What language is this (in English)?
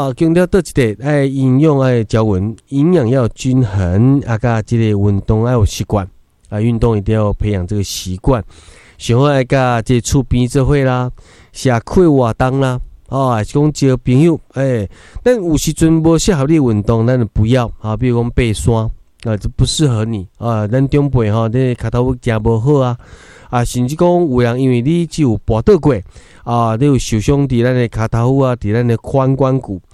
Min Nan Chinese